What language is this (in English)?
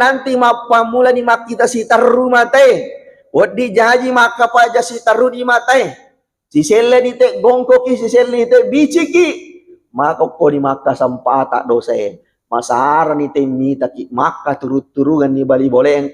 Buginese